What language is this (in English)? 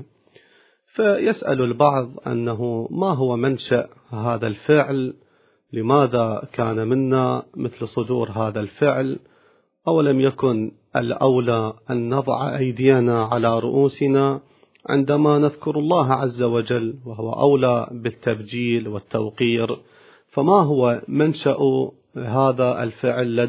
Arabic